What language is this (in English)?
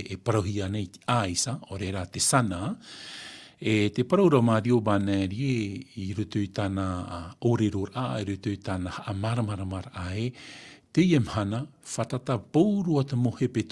Tahitian